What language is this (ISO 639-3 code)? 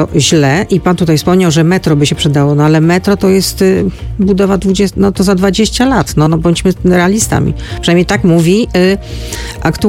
pol